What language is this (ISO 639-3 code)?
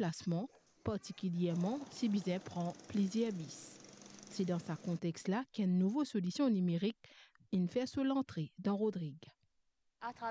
mfe